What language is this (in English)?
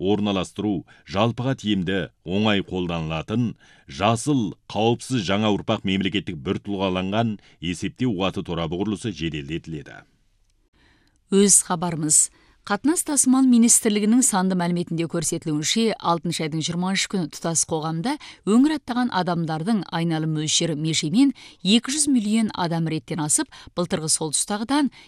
Kazakh